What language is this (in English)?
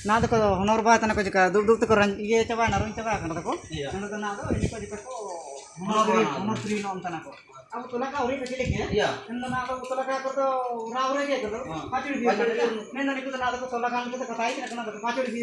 Ho